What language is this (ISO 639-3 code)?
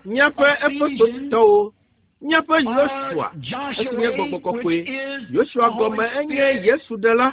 ewe